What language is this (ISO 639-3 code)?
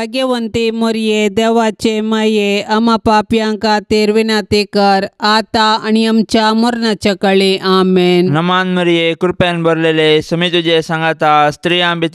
kok